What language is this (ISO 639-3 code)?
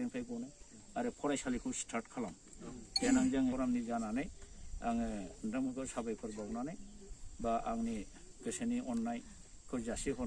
brx